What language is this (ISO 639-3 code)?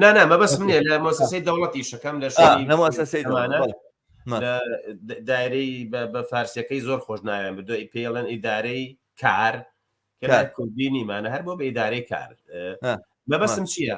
ckb